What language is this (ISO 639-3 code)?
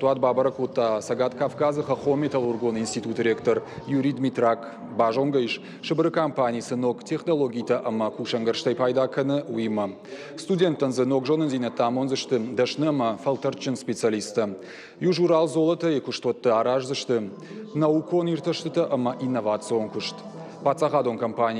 oss